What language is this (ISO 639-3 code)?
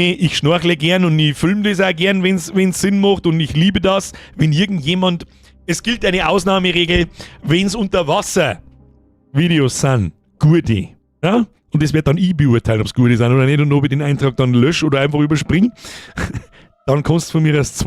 bar